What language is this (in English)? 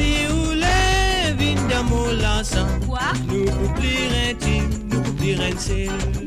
Morisyen